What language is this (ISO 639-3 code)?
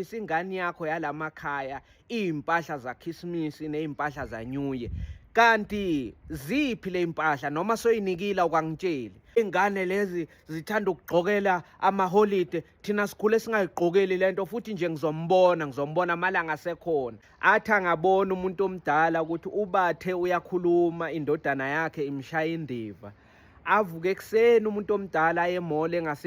zul